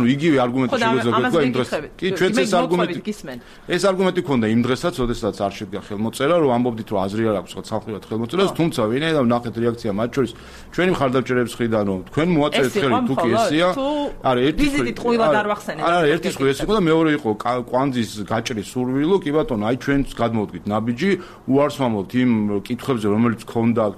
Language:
Georgian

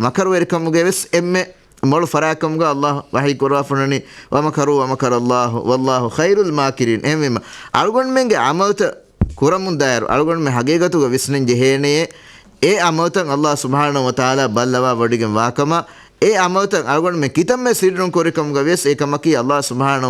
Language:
Divehi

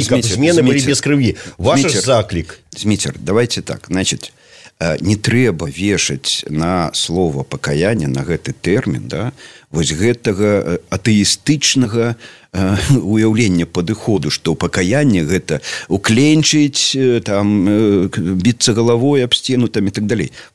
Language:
Belarusian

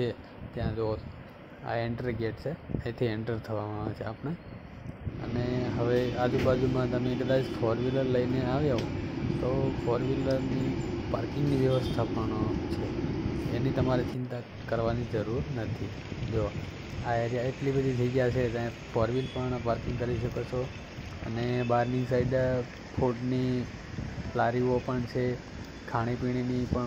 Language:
Gujarati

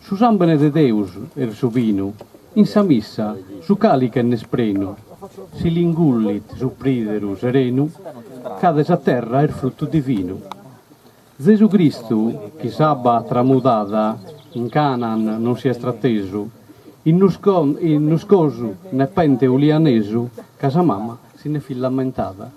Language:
Sardinian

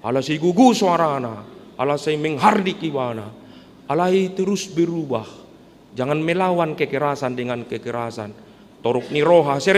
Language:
Batak Toba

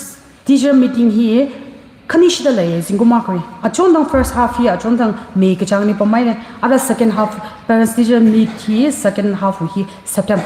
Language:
Tangkhul Naga (India)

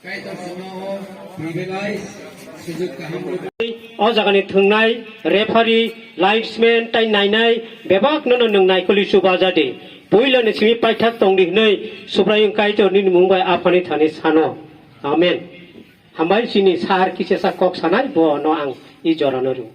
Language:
Kok Borok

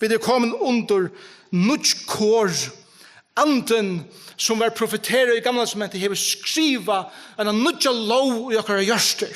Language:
Faroese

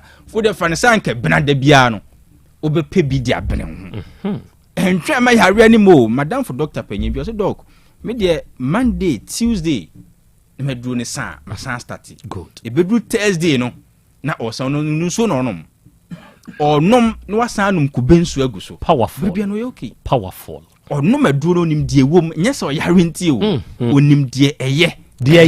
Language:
Akan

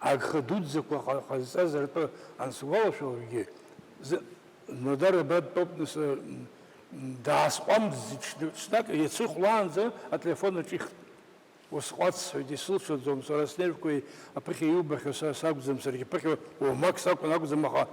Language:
Abkhazian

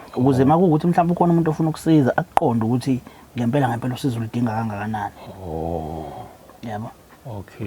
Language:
Zulu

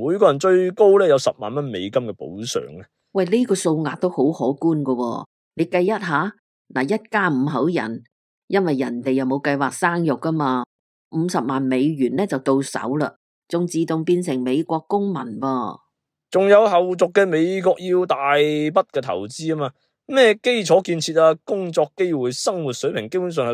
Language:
Cantonese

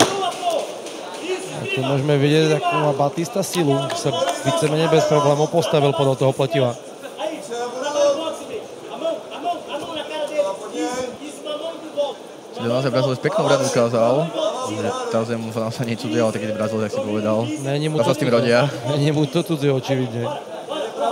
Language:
Slovak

